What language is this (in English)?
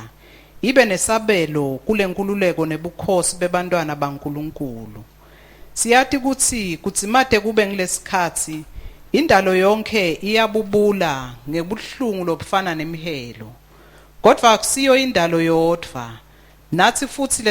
Swati